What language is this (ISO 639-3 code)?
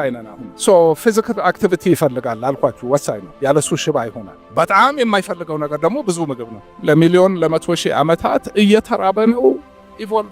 amh